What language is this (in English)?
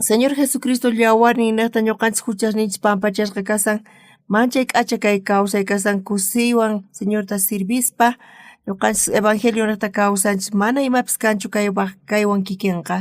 South Bolivian Quechua